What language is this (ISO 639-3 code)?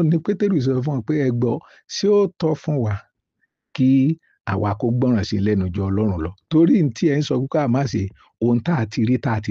yor